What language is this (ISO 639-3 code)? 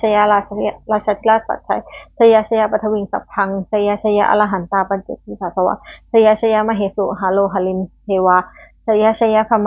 pli